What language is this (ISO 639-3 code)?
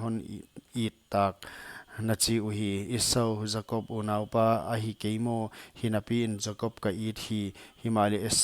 pck